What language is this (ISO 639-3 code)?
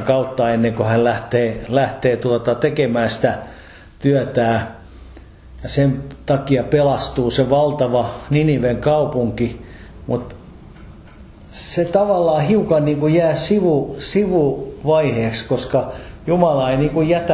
fin